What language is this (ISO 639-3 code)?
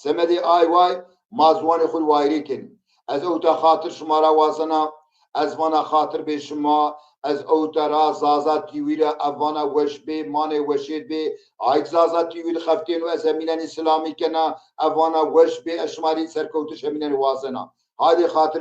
zza